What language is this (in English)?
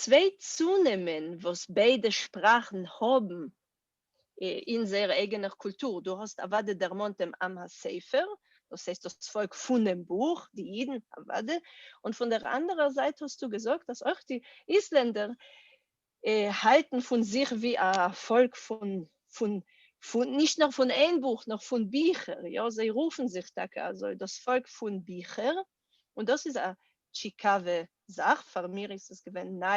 Yiddish